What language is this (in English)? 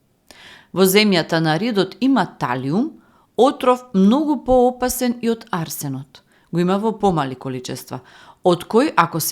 Macedonian